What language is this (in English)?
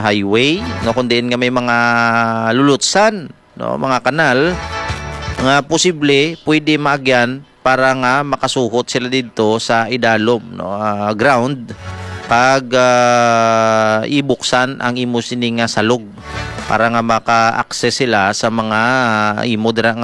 Hiligaynon